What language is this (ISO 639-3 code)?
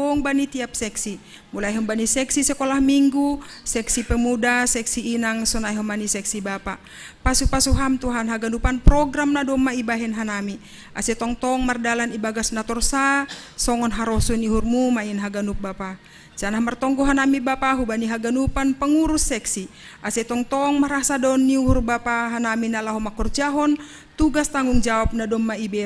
bts